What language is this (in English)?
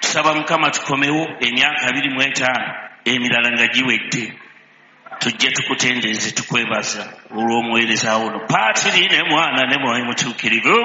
Ganda